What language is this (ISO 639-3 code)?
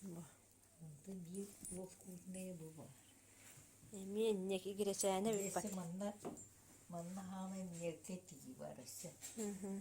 sah